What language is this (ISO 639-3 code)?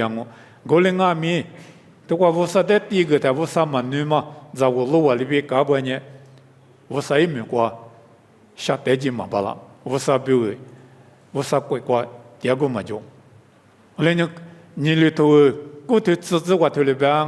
lis